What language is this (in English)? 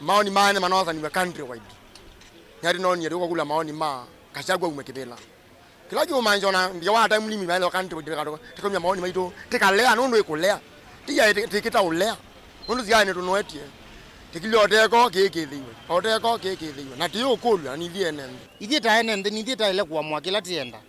Kamba